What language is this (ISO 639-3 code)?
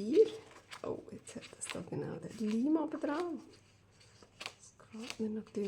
gsw